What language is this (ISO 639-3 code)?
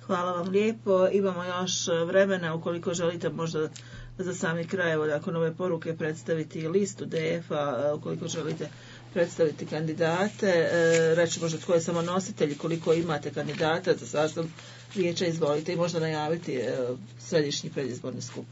bos